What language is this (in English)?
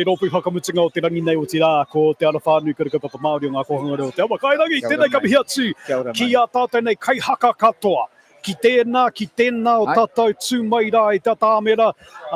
Māori